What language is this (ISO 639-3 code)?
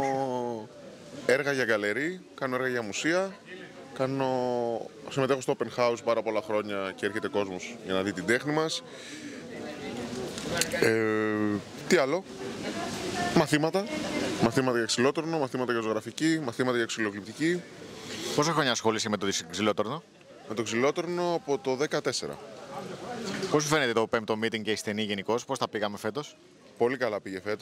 ell